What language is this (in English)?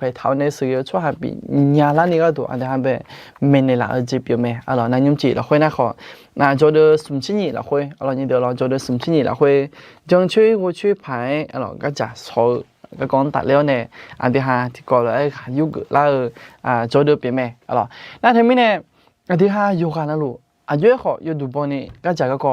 Akha